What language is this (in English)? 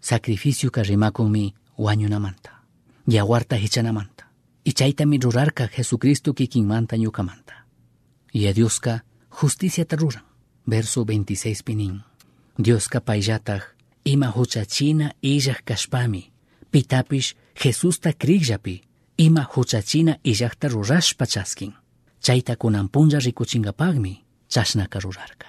Chimborazo Highland Quichua